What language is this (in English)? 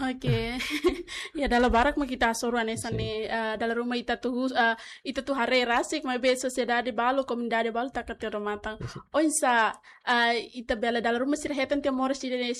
Tetum